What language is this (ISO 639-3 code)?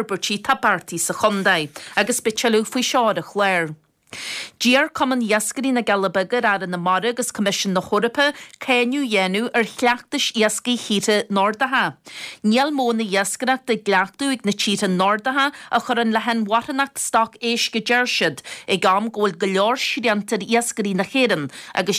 gle